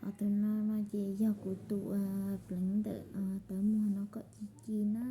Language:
Hmong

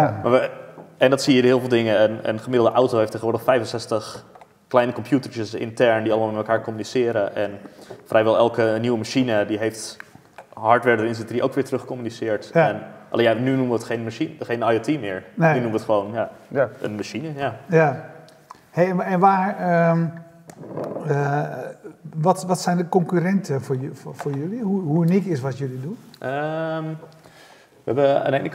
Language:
Dutch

